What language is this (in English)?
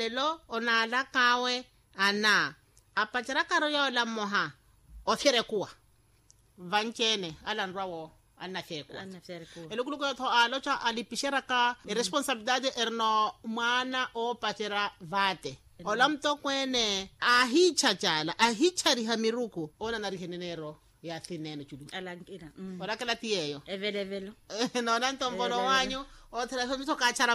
Makhuwa